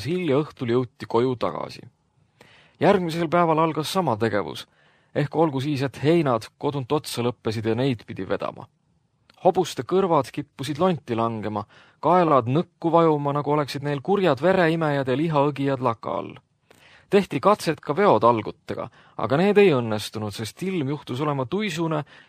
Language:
Estonian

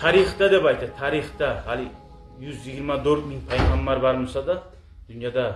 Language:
Kumyk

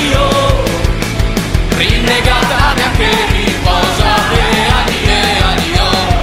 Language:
Basque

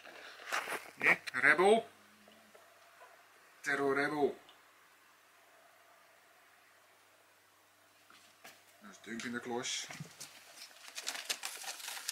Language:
Dutch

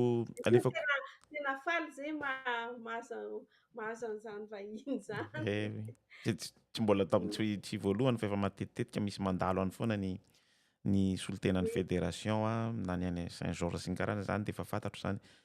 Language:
Malagasy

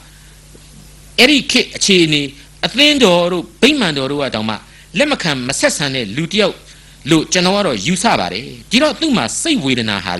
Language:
Burmese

